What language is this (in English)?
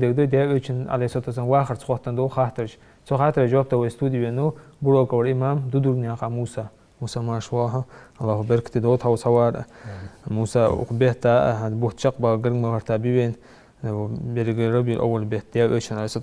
Ingush